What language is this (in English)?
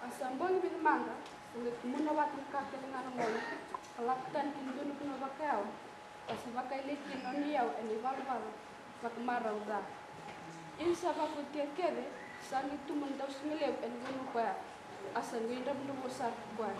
Fijian